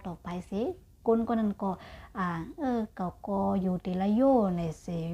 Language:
Shan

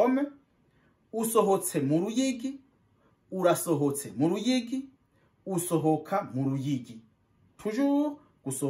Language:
Rundi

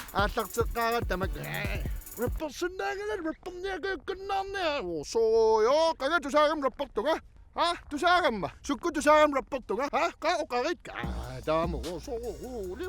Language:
Kalaallisut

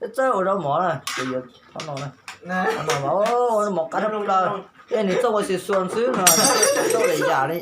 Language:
Hmong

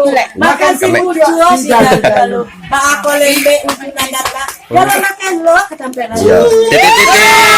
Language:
Minangkabau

